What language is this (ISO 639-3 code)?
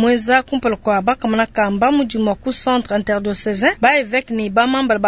lua